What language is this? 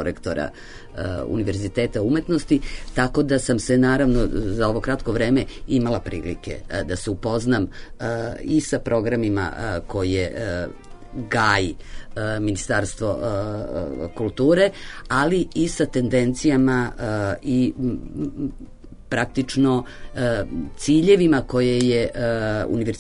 Serbian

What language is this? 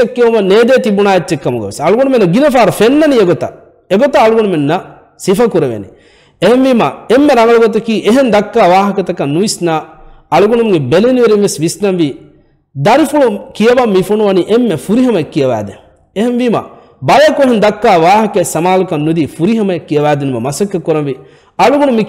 Divehi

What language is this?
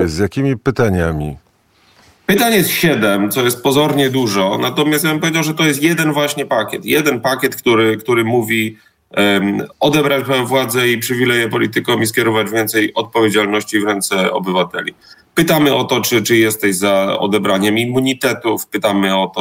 Polish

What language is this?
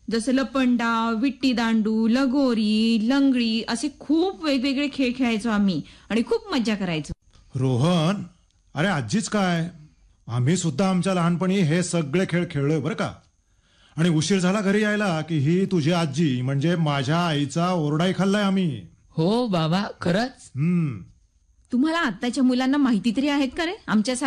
Marathi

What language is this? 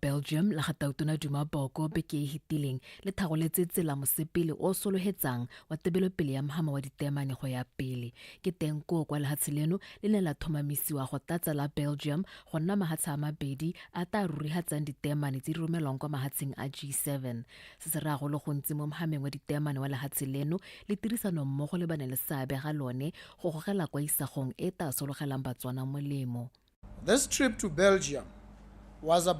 Tswana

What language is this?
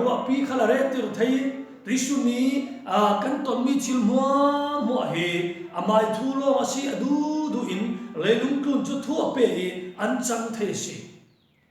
Falam Chin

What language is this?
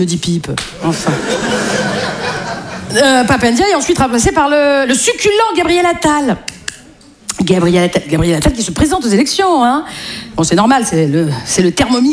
French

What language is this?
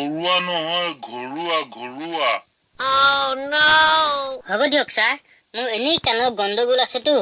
Assamese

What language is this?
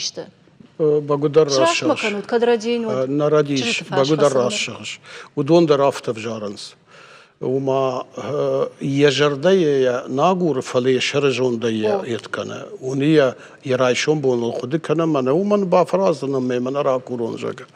Ossetic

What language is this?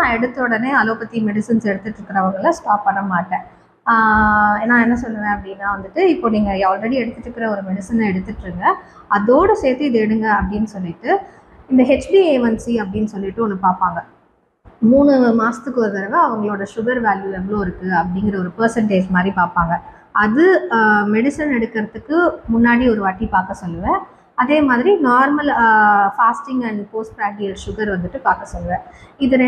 Tamil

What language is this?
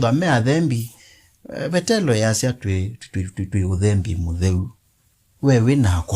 Kamba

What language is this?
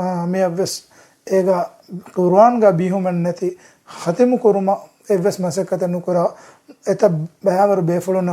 Divehi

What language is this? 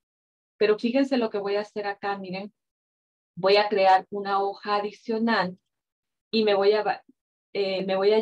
Spanish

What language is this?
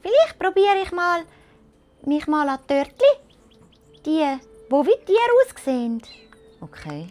Swiss German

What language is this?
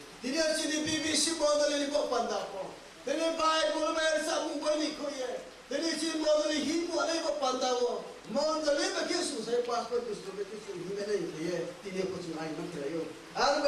Riang (India)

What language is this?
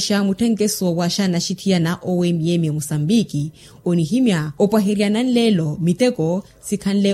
Makhuwa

